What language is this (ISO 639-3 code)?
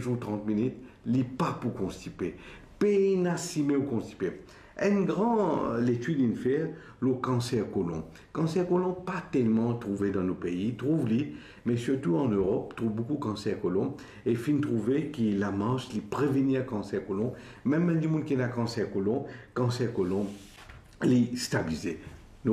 mfe